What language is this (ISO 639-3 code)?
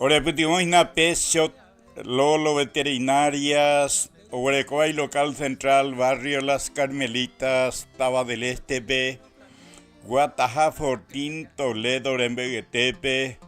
grn